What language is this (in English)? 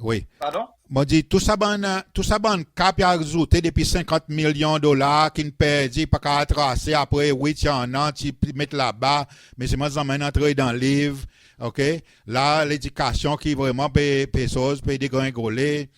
Seselwa Creole French